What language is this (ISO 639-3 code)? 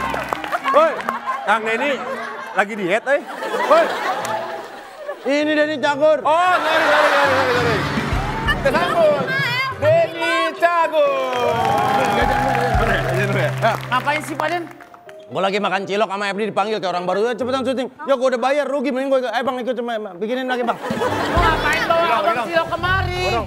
ind